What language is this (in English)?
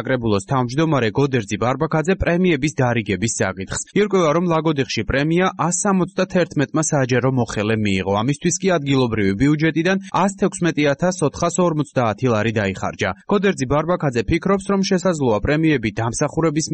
Georgian